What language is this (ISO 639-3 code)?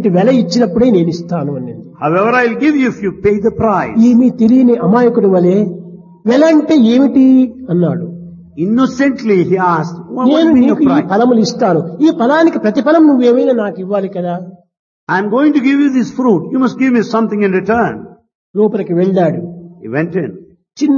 tel